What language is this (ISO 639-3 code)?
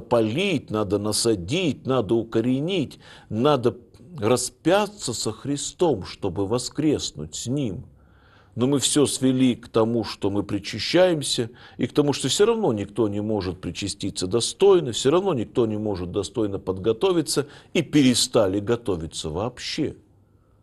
rus